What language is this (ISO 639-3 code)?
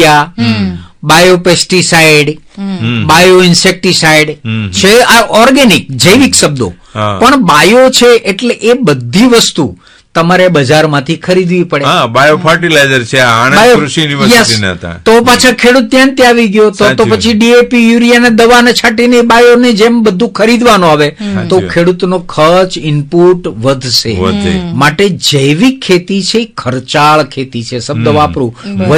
guj